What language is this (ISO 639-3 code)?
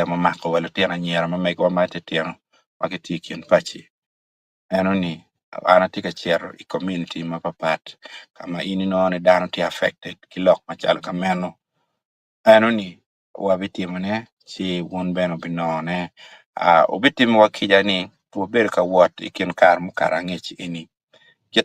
ach